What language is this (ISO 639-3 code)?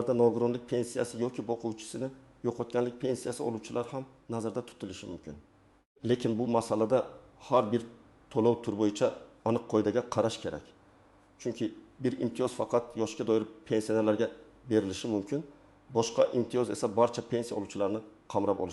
uzb